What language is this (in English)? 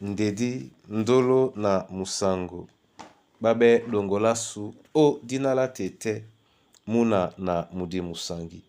Duala